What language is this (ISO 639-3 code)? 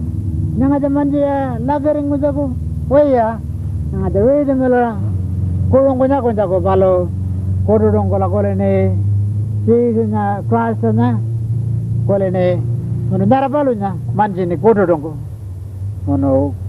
pjt